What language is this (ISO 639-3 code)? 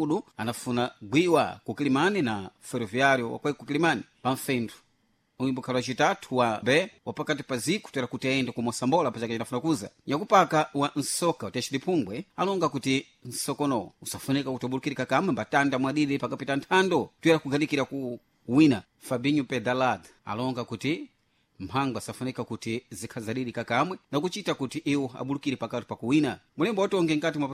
seh